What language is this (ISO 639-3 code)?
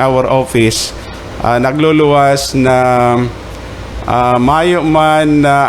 bik